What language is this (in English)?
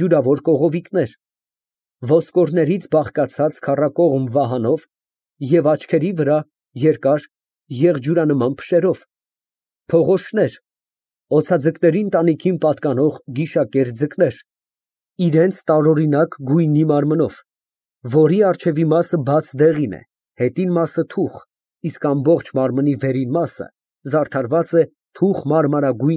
Armenian